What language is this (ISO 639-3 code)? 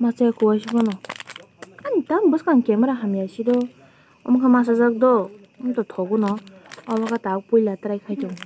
trp